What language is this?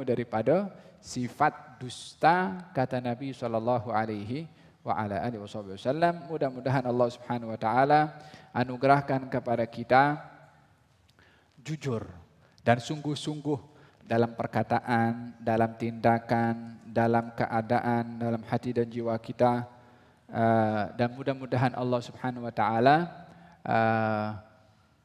Malay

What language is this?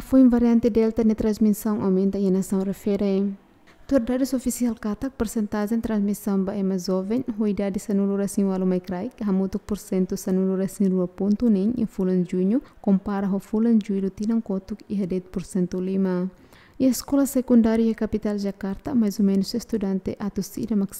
Tetum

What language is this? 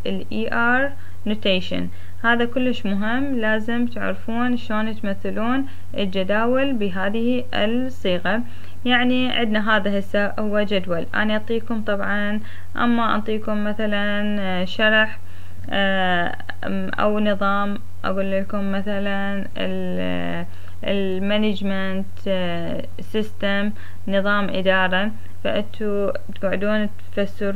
Mesopotamian Arabic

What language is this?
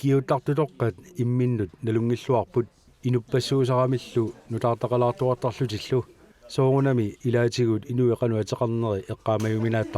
Kalaallisut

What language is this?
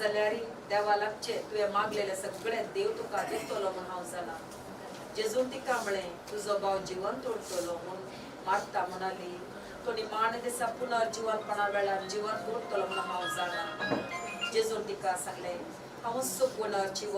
Konkani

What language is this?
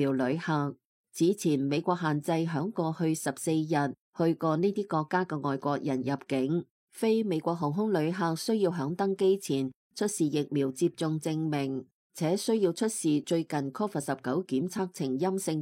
Cantonese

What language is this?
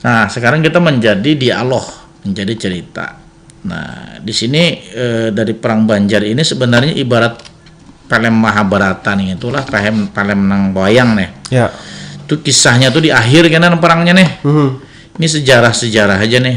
Banjar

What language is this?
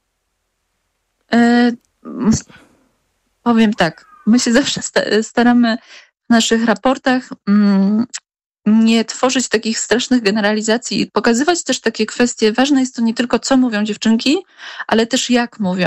Polish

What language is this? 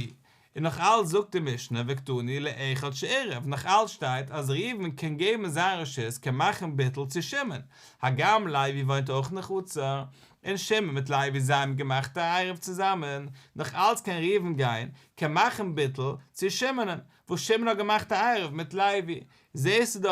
Yiddish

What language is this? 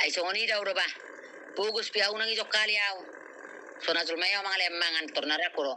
Batak Toba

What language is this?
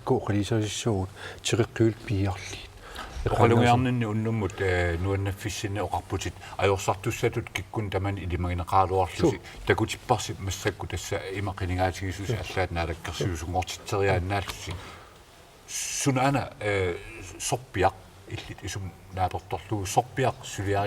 Kalaallisut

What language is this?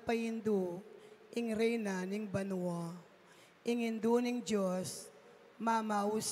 Pampanga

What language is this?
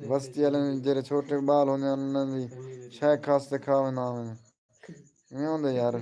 Saraiki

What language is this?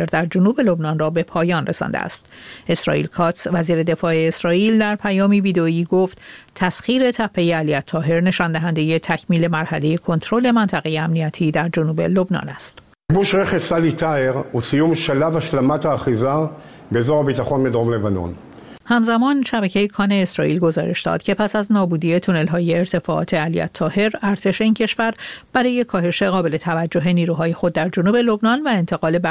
Persian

